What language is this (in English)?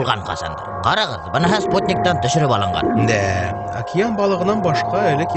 Bashkir